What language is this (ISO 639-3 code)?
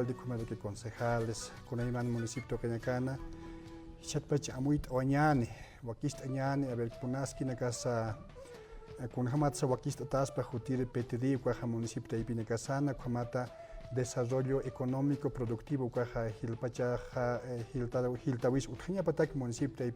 aym